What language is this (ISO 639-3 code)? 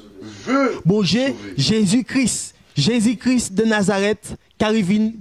gcf